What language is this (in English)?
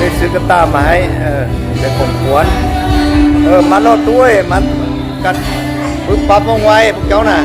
Lao